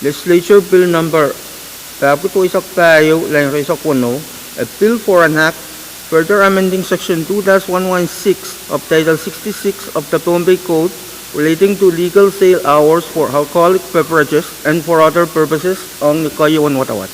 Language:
Pohnpeian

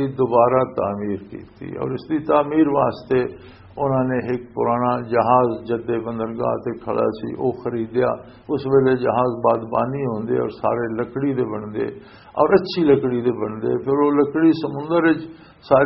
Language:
Western Panjabi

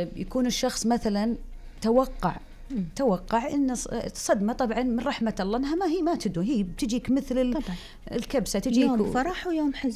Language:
Najdi Arabic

